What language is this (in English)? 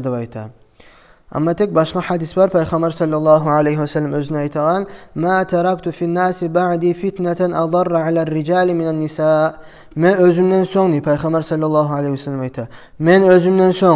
Kumyk